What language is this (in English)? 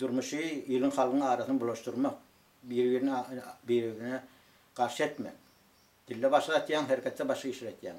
Turkmen